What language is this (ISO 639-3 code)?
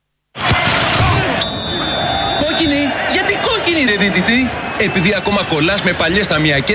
ell